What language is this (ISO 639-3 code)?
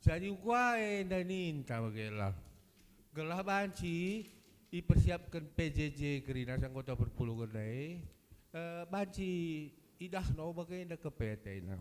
btx